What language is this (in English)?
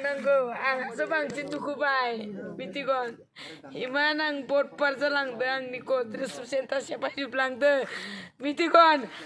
Bodo